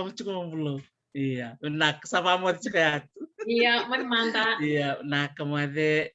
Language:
Fijian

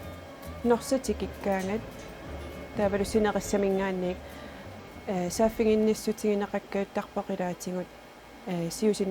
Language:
Kalaallisut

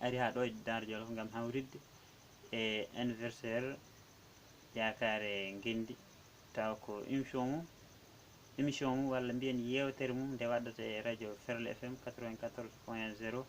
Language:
Fula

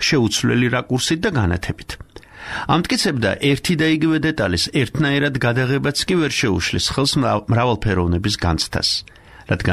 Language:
Georgian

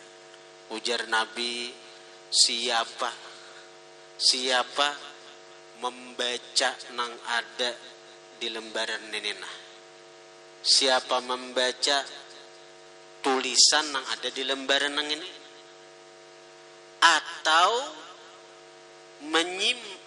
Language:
Banjar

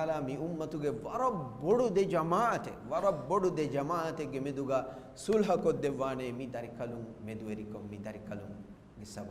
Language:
Divehi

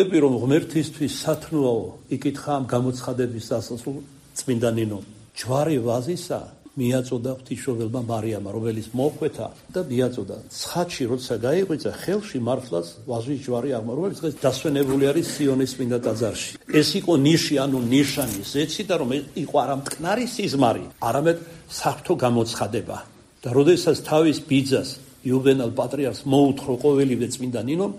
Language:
Georgian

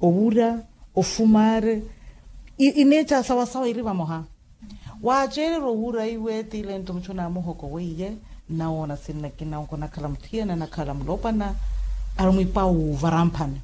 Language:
Makhuwa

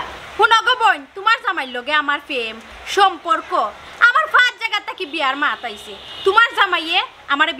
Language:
Sylheti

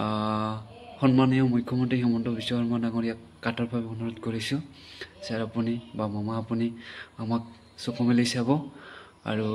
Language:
Assamese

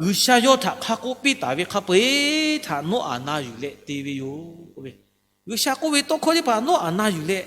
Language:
Lahu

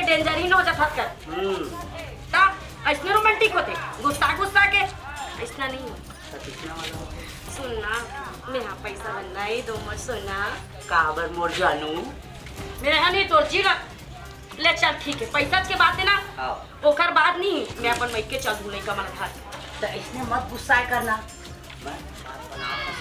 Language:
Chhattisgarhi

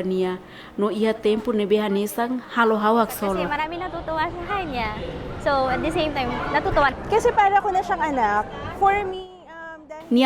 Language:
Tetum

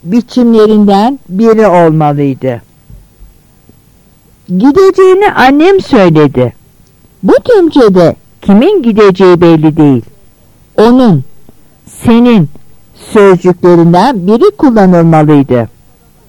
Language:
Turkish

